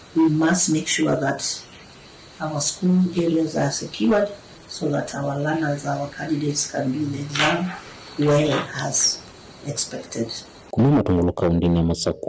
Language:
Kamba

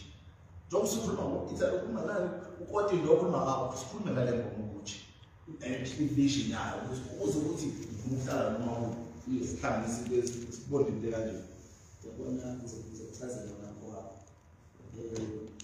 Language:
Zulu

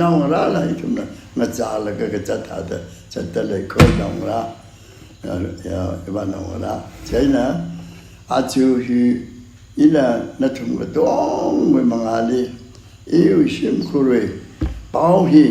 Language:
Tangkhul Naga (India)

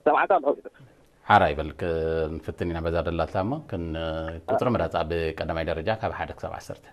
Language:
Tigrinya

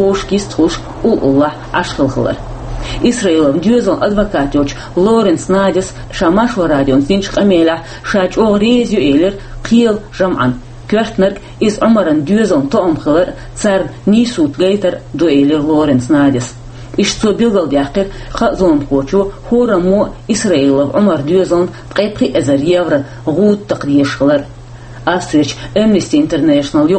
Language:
Chechen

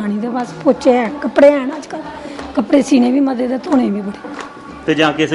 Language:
Dogri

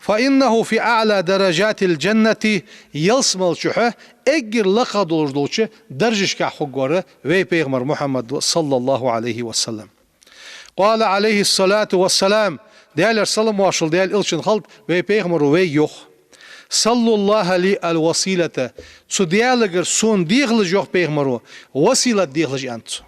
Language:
Ingush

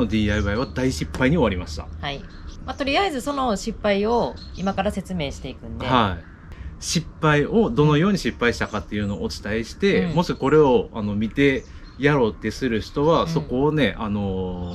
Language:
Japanese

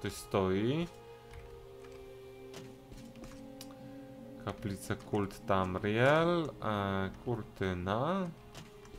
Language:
Polish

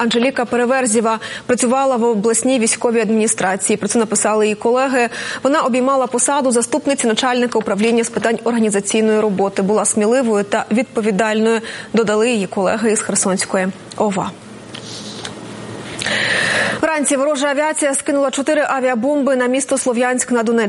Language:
Ukrainian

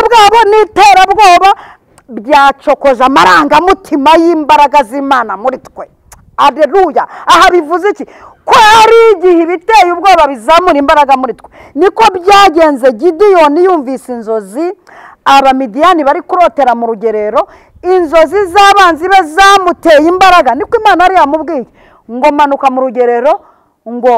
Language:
Kinyarwanda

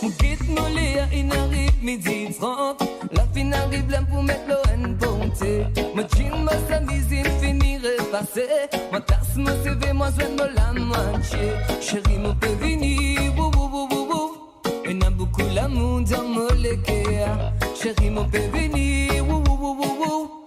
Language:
Morisyen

